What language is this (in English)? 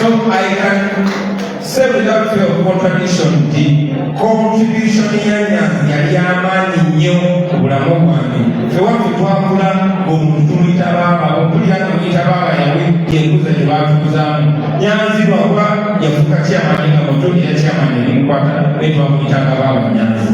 Ganda